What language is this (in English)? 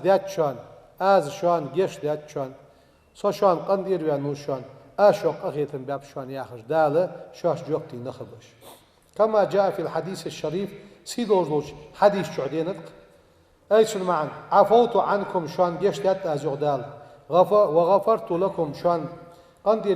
Ingush